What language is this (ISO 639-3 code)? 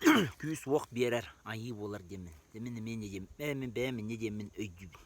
sah